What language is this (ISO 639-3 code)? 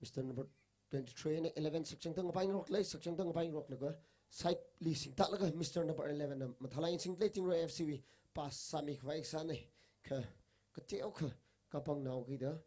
nmf